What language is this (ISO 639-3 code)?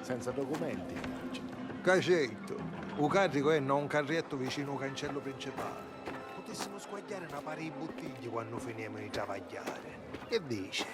scn